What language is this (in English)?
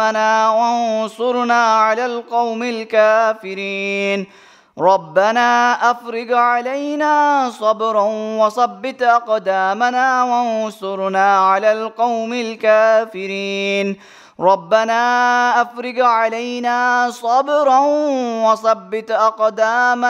Arabic